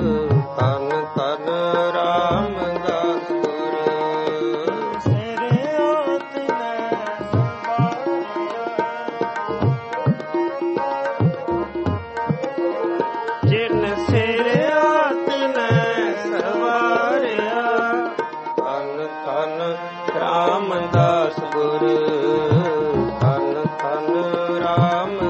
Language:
Punjabi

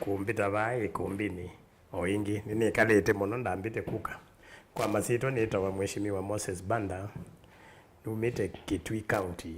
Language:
Kamba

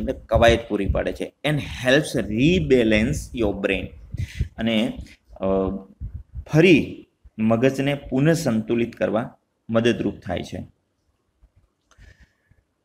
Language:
Gujarati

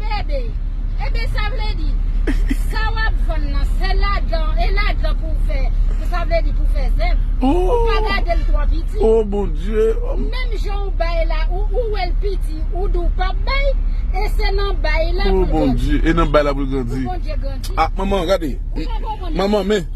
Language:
Haitian Creole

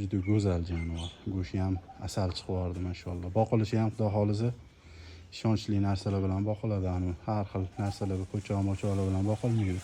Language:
Uzbek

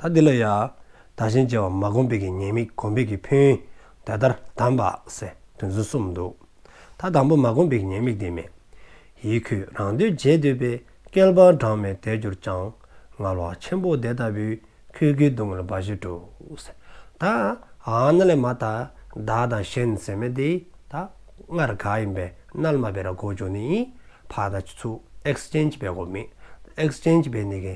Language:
Dzongkha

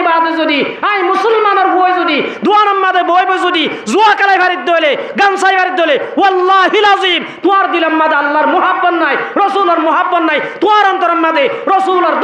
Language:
Rohingya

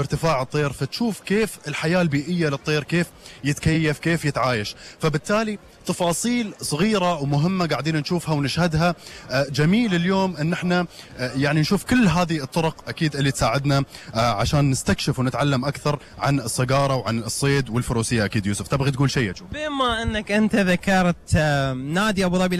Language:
Gulf Arabic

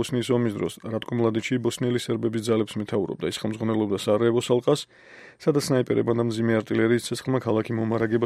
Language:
Georgian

